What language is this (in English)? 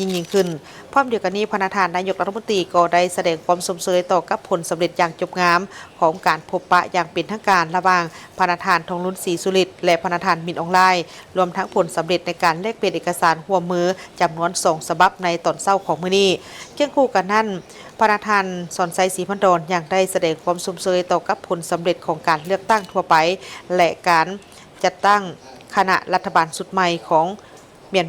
Lao